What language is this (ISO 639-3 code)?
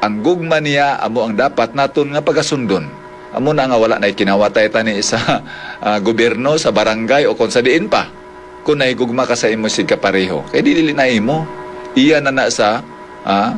hil